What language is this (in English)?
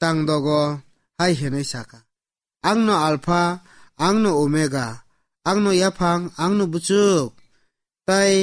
Kok Borok